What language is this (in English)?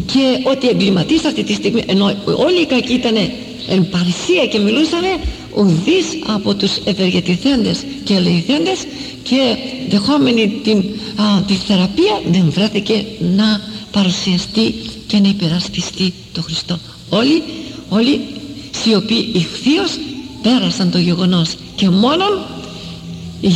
Greek